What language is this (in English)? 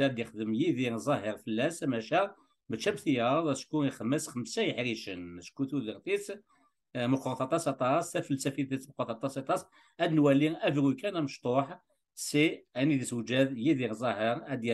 Kabyle